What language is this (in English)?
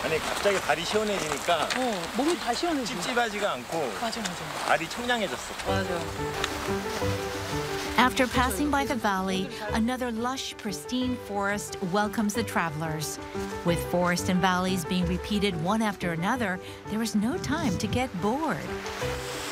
Korean